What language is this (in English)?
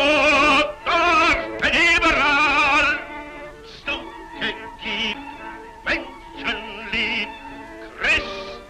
Yiddish